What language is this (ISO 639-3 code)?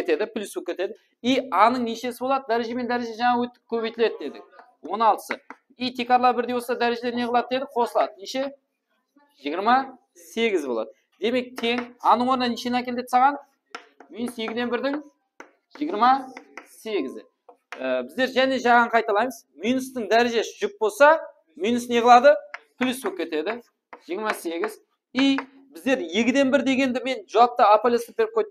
kaa